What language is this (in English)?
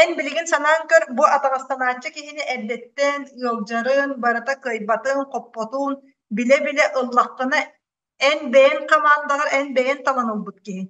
Yakut